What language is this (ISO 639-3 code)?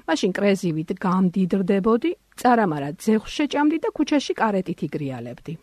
kat